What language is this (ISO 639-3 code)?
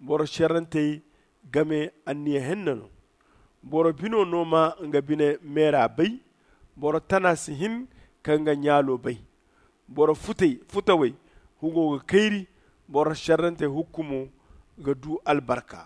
dje